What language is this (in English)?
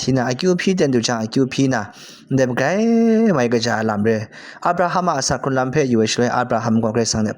Kachin